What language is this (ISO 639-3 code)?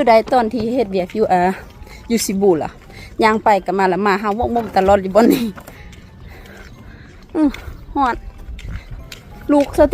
lao